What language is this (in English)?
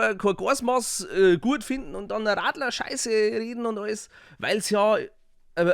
Bavarian